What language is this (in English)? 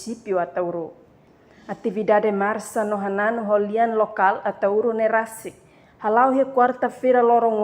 Tetum